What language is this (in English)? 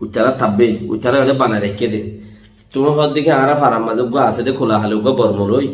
Rohingya